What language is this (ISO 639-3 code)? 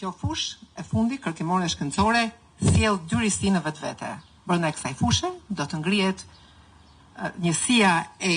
sqi